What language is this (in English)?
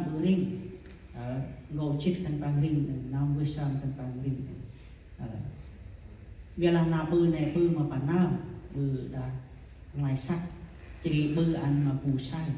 Central Mnong